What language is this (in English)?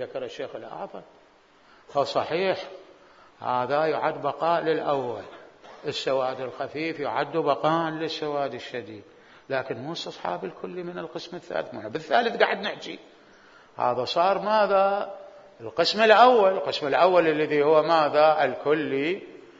Mesopotamian Arabic